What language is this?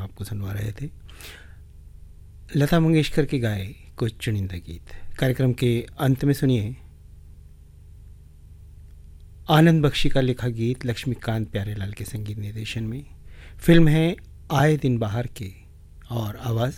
Hindi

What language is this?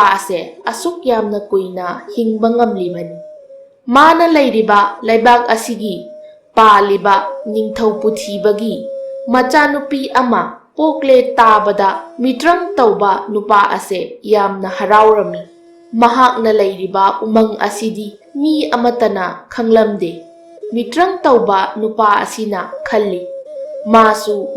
Manipuri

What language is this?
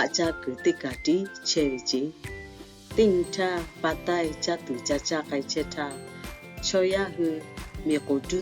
Lahu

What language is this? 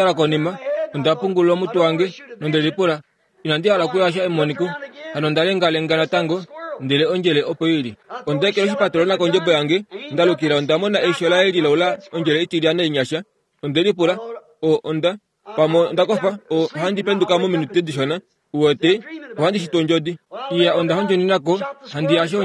Kuanyama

